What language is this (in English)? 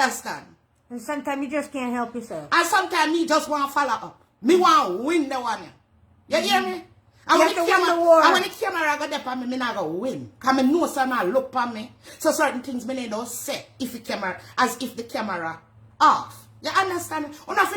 Jamaican Creole English